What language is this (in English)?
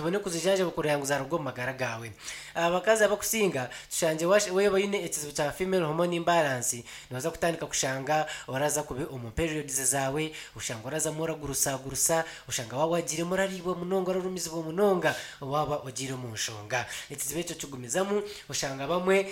Nyankole